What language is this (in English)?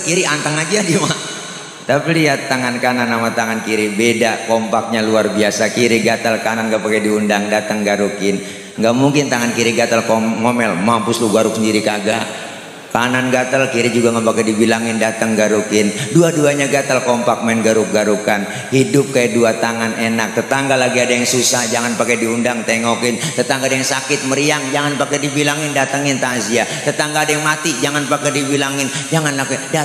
Betawi